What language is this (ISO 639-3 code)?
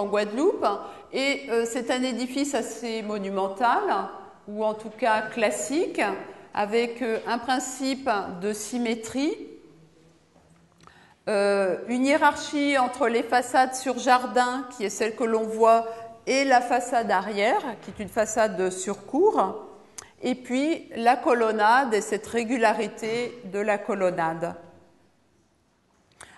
fra